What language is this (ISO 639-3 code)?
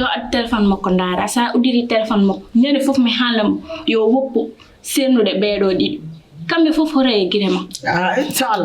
ful